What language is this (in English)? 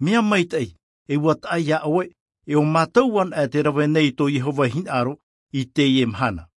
Tahitian